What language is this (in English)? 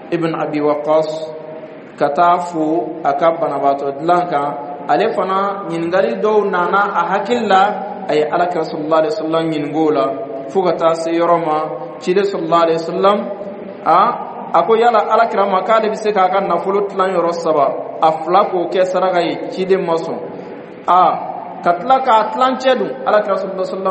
Dyula